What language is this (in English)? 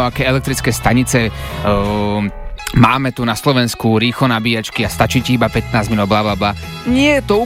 Slovak